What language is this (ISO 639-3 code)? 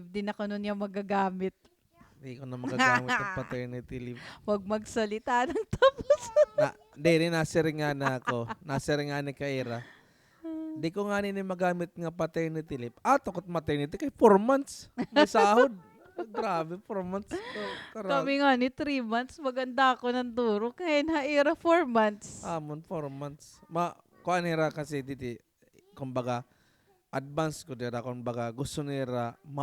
war